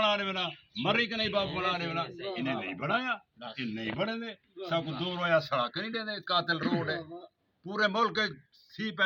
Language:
Saraiki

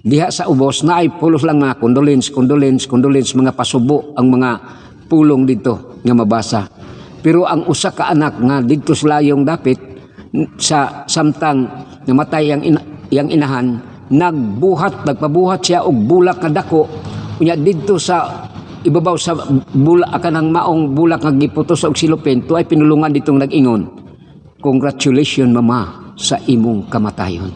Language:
Cebuano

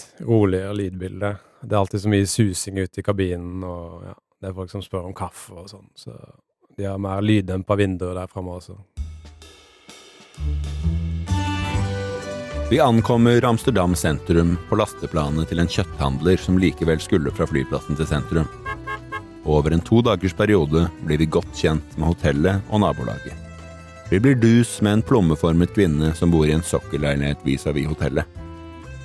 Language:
Norwegian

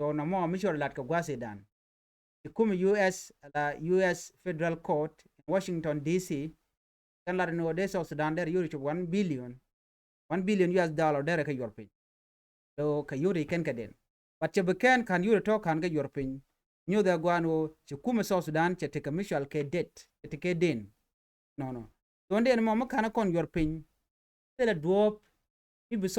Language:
Nuer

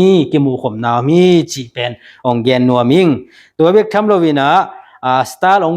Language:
Tedim Chin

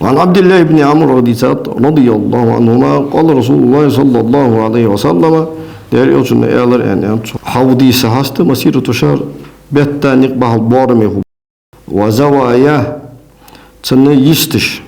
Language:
Ingush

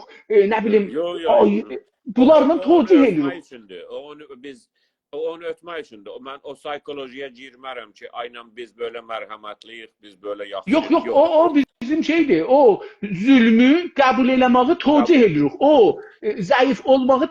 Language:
South Azerbaijani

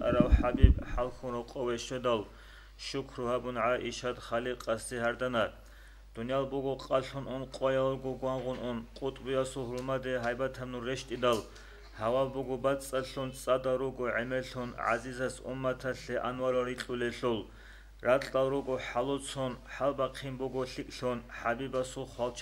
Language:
Avaric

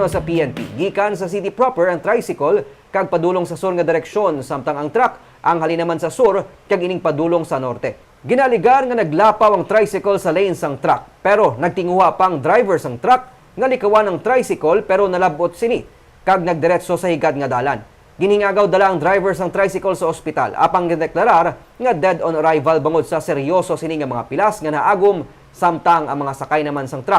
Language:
Hiligaynon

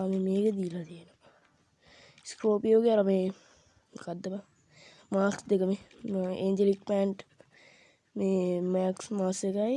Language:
Sinhala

